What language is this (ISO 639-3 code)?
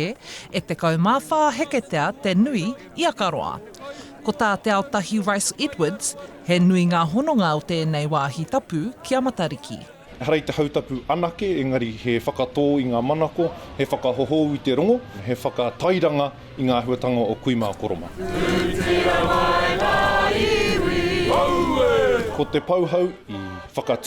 mri